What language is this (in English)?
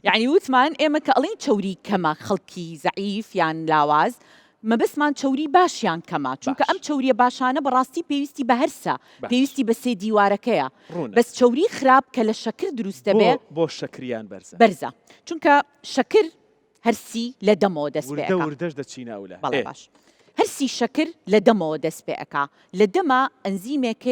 Central Kurdish